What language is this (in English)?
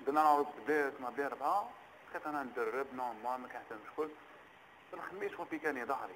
Algerian Arabic